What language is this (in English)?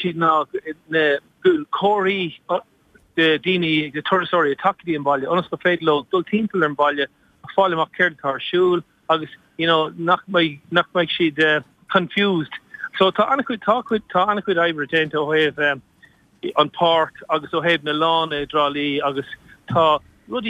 Irish